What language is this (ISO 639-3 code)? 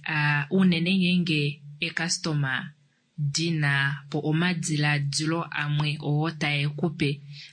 kua